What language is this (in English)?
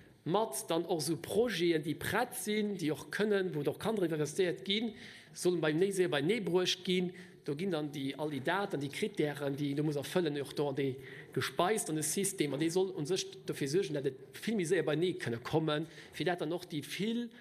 Luxembourgish